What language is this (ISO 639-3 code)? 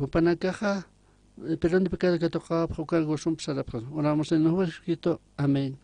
aym